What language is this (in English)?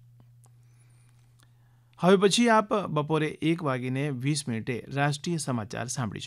Gujarati